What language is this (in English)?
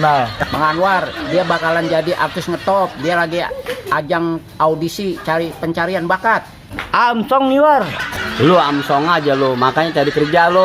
Betawi